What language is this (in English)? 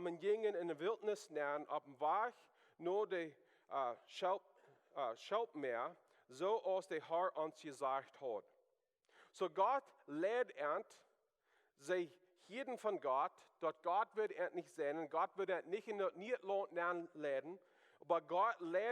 Plautdietsch